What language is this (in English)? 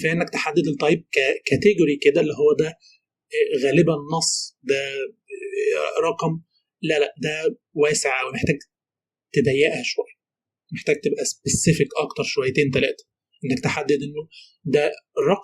Egyptian Arabic